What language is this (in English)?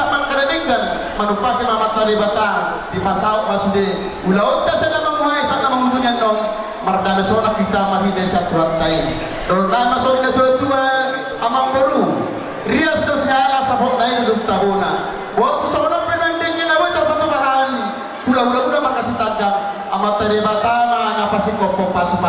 Batak Toba